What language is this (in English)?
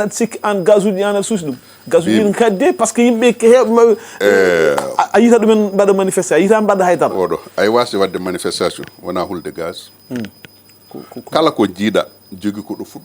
Fula